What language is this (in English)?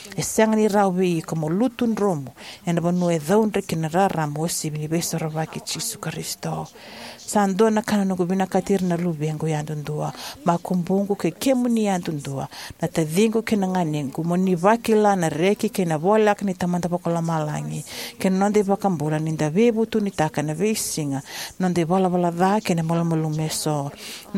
Fijian